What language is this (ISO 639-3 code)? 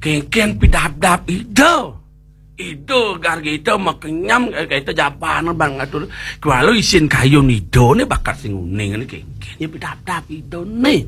ban